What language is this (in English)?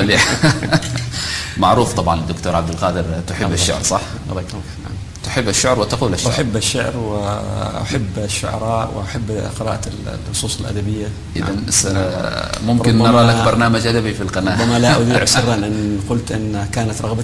Arabic